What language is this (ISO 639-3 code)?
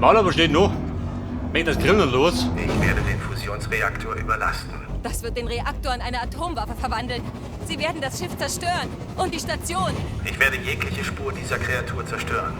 bar